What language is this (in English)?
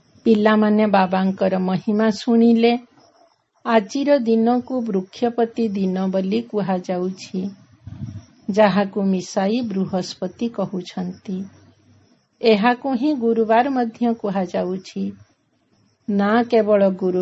Odia